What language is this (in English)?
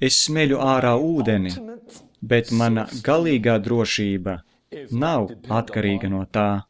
Latvian